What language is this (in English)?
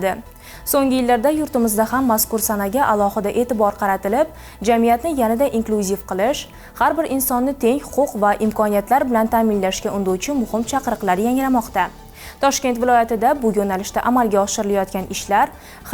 Uzbek